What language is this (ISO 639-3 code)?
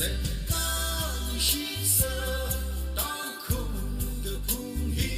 nmf